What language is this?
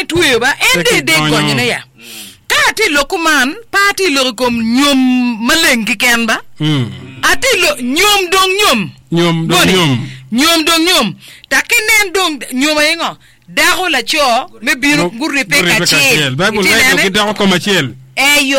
Acoli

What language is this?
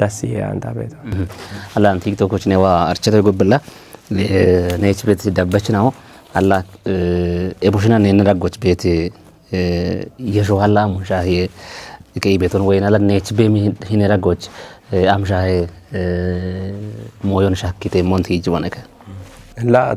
Kafa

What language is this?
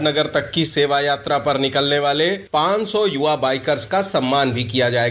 Hindi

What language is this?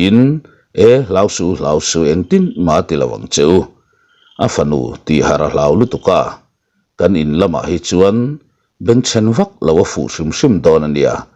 Mizo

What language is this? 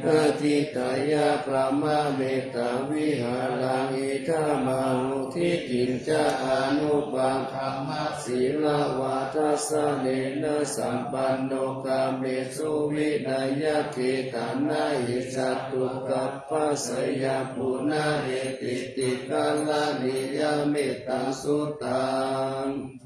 Pali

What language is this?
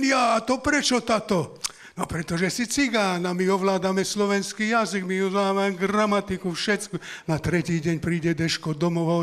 Slovak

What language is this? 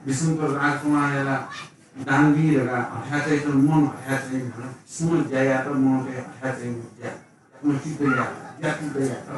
Newari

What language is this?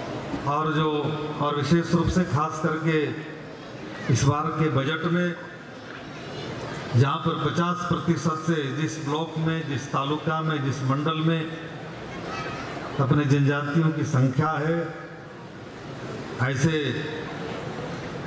Hindi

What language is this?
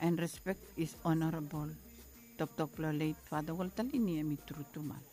Bislama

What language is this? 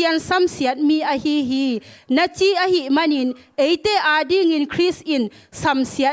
Tedim Chin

